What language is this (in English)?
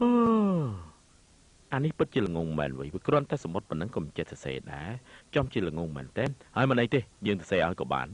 Khmer